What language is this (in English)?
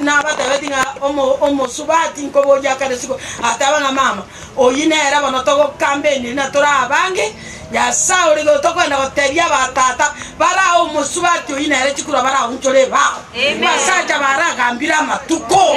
Gusii